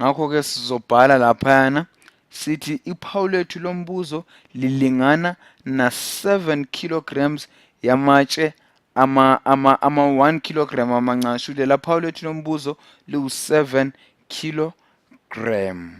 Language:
Zulu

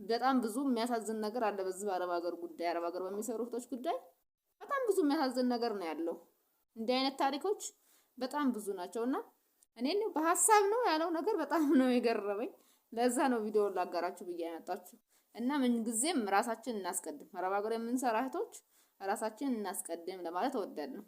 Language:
Amharic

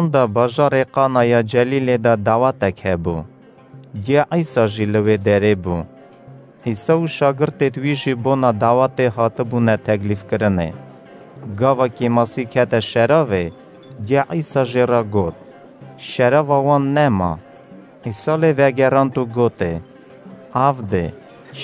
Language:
Kurdish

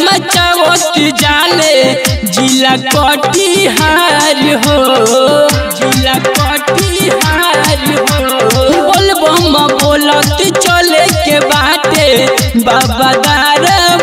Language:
Bhojpuri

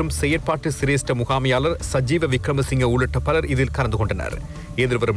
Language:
Tamil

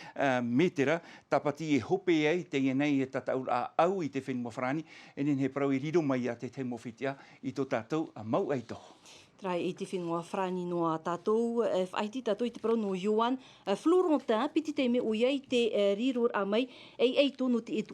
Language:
Tahitian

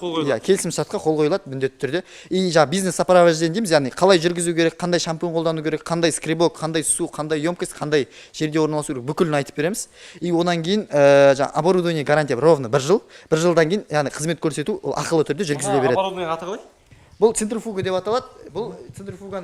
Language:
Kazakh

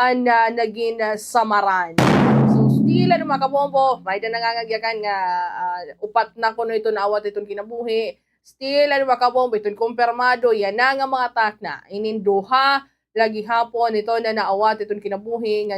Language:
Waray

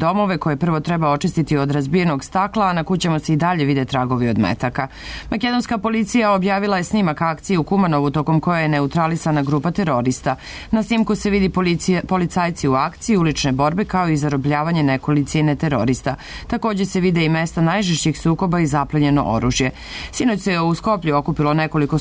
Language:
Serbian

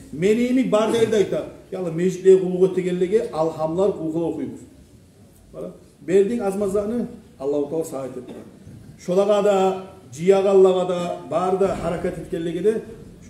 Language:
Kumyk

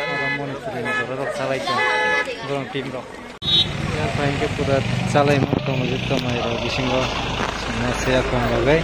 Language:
Kok Borok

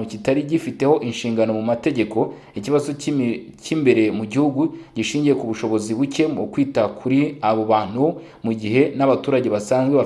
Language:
Kinyarwanda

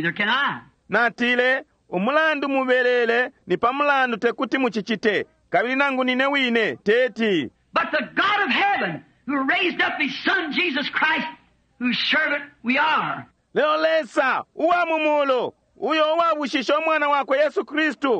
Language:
Bemba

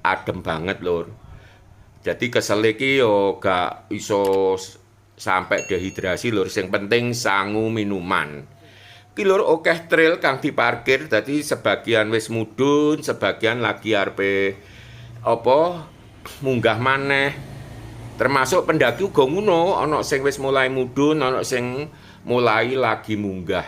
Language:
Javanese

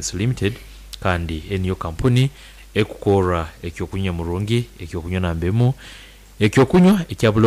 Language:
Nyoro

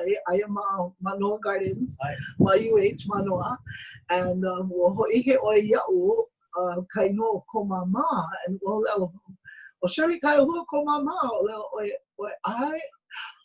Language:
Hawaiian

